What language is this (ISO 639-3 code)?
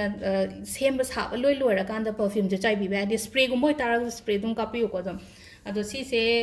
mni